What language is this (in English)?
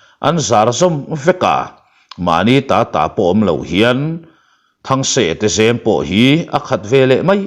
Mizo